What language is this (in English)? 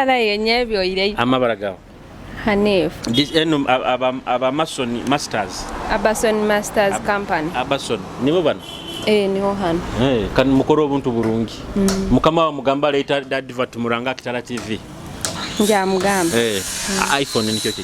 Nyoro